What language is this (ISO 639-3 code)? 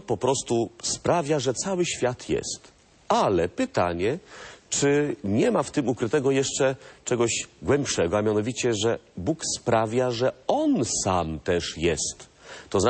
pol